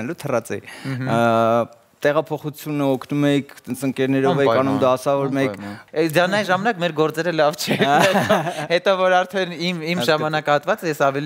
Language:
Armenian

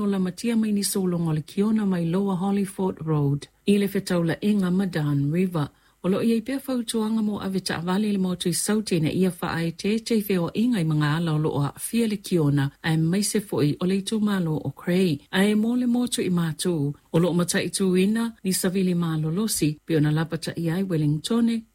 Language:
Samoan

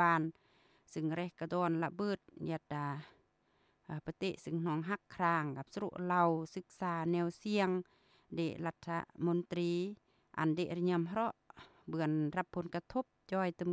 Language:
Lao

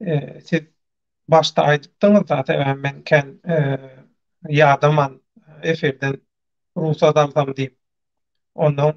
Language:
Turkmen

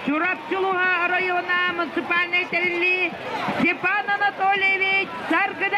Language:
Yakut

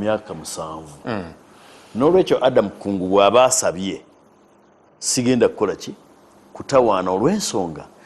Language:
Ganda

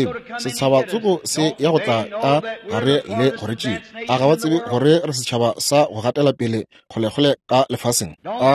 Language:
Northern Sotho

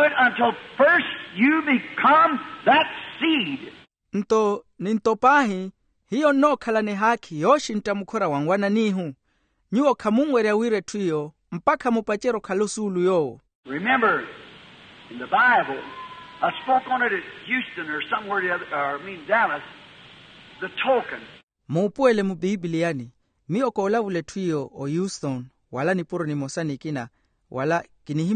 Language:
Makhuwa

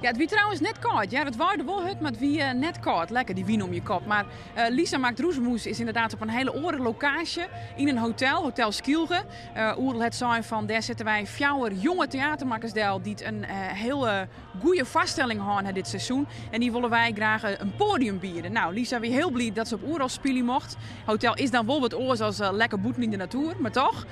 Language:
Western Frisian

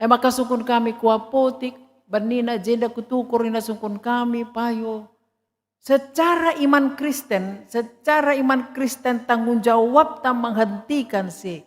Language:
Batak Karo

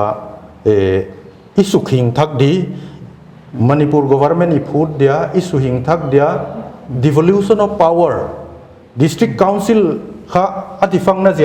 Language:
Paite Chin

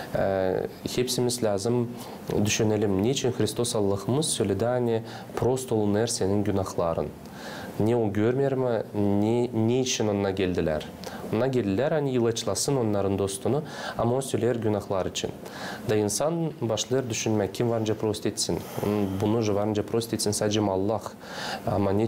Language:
Gagauz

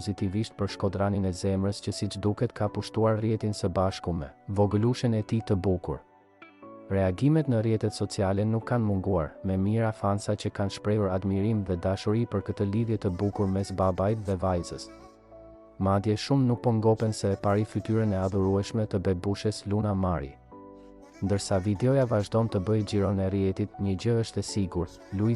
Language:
Albanian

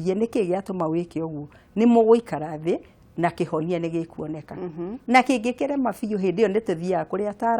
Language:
Kikuyu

